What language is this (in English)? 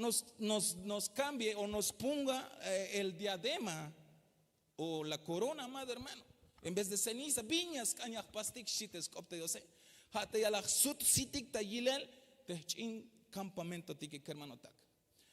Tzeltal